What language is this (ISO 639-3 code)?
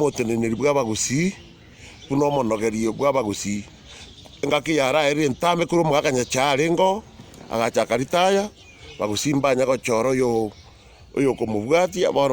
guz